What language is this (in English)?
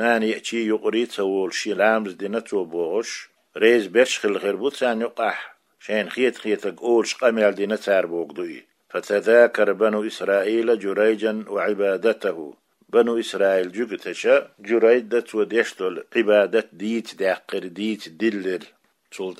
Chechen